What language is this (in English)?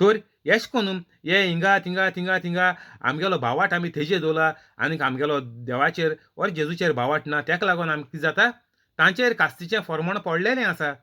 Konkani